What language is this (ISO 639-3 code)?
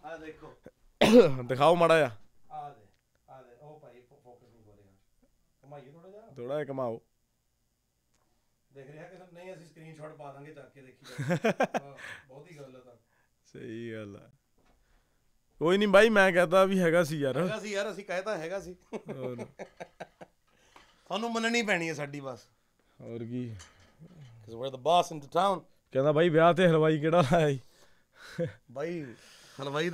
pan